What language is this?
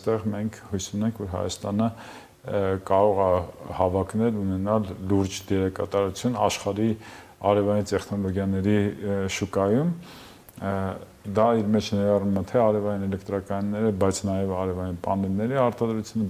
Armenian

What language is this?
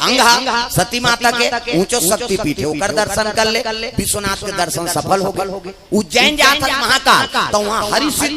Chhattisgarhi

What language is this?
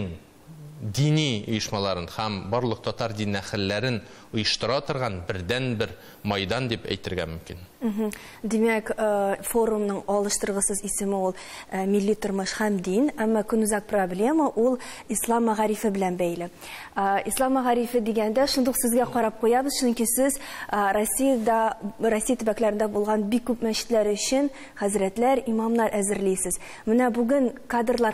Tatar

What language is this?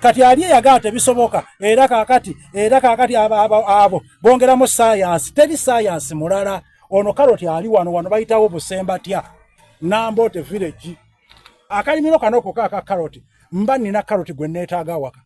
Soga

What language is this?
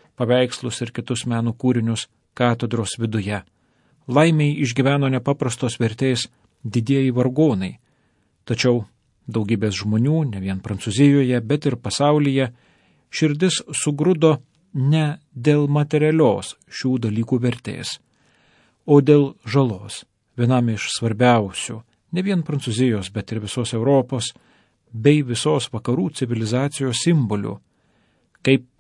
Lithuanian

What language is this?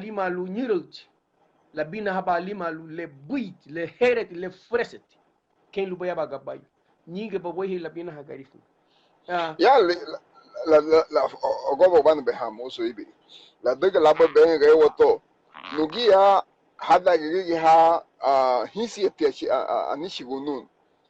Garifuna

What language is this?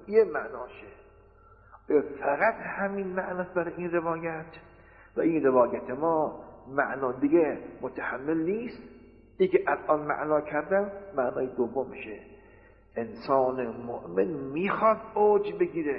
Persian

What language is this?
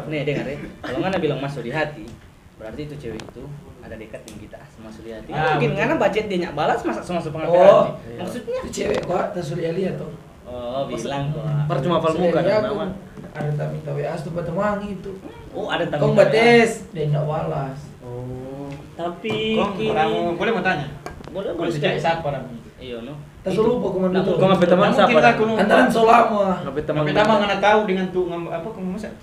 Manado Malay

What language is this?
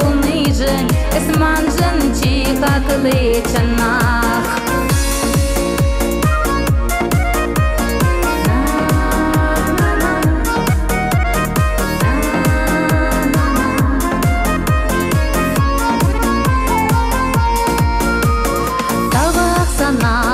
Chuvash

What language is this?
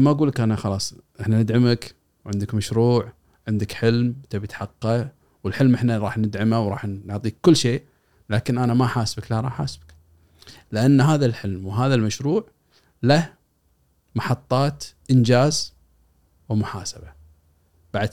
Gulf Arabic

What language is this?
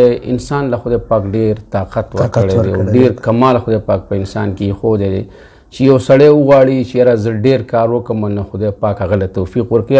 Pashto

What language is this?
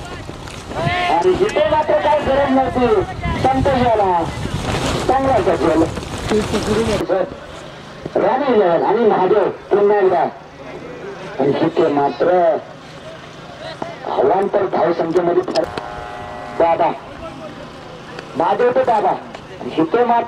Marathi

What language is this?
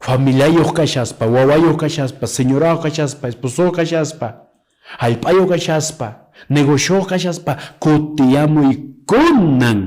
Quechua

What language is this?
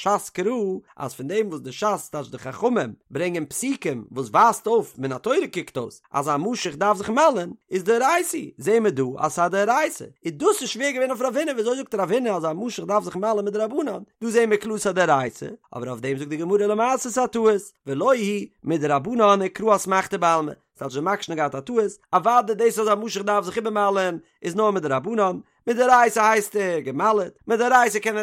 Yiddish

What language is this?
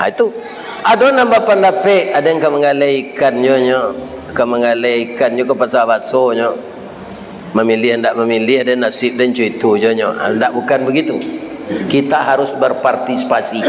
Minangkabau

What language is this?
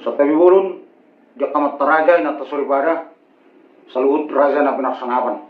Batak Toba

